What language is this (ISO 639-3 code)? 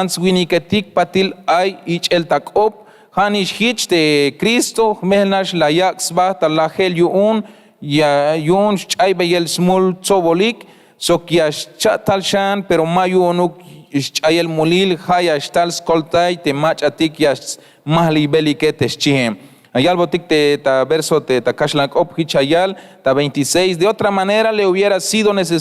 tzh